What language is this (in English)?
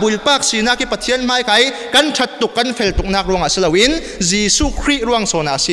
Falam Chin